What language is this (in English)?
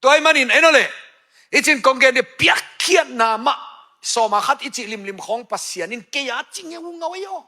Tedim Chin